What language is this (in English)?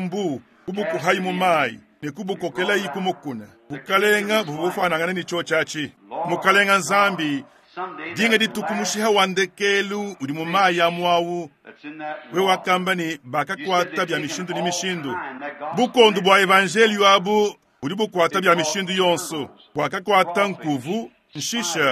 Luba-Lulua